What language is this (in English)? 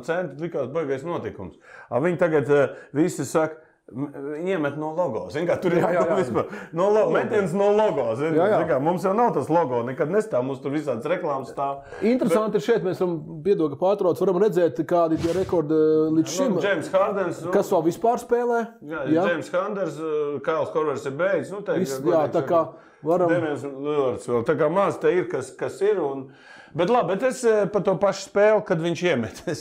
Latvian